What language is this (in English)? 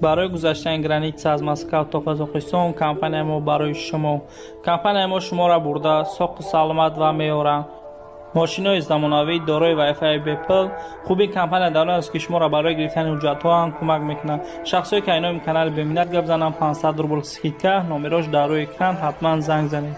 Tajik